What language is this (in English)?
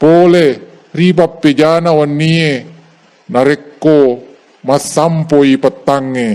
Buginese